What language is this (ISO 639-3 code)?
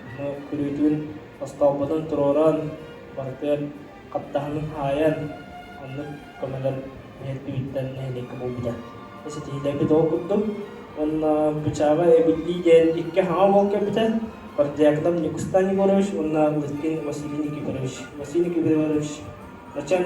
sah